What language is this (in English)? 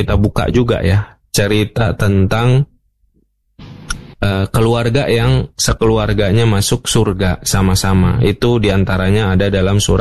Indonesian